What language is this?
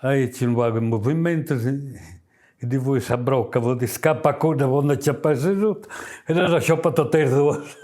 Sardinian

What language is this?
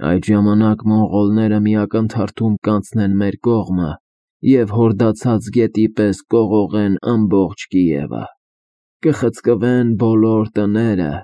Armenian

